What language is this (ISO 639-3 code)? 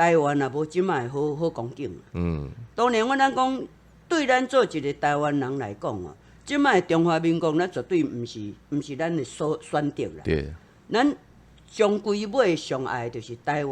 nan